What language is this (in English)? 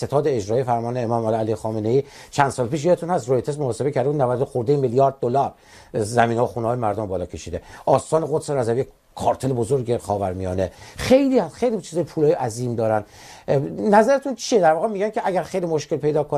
Persian